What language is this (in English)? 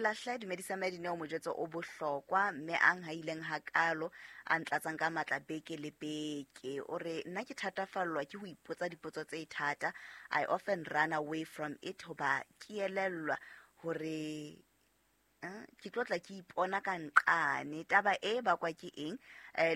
Southern Sotho